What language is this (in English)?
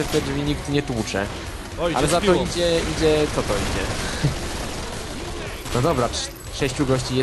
Polish